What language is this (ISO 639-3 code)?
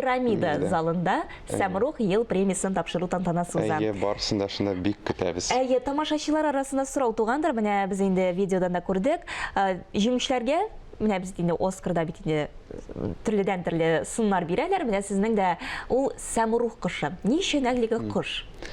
tat